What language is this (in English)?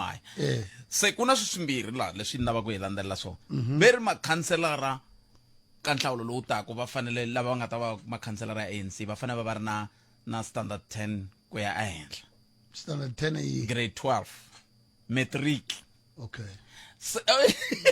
Tsonga